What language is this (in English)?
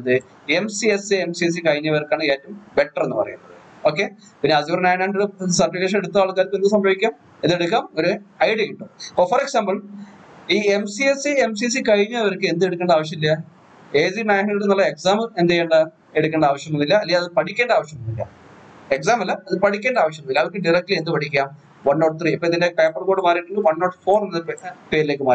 Malayalam